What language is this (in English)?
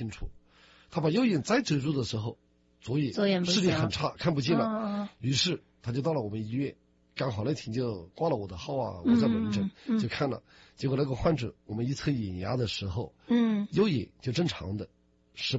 Chinese